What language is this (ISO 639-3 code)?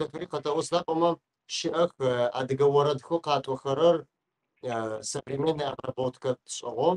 ady